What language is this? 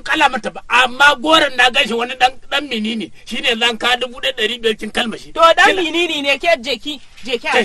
Hausa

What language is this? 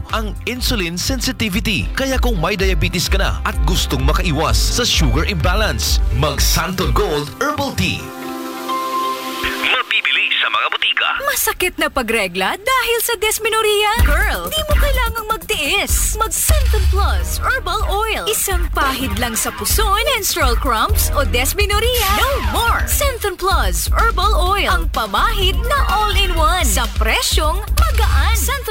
Filipino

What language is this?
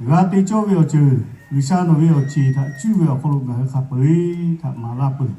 Lahu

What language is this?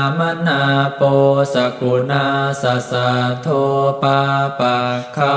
Pali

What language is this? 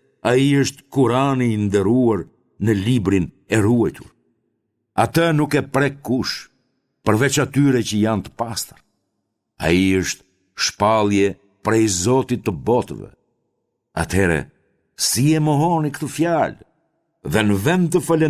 Albanian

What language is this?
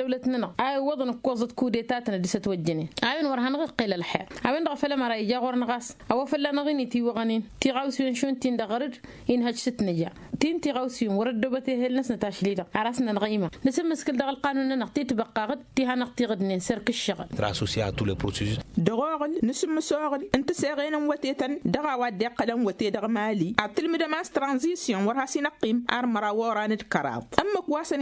Tamasheq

